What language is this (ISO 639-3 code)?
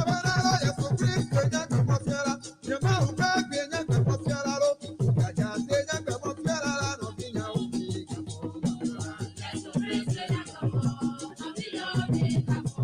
ewe